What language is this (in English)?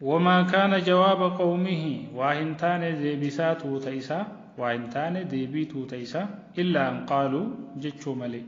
Oromo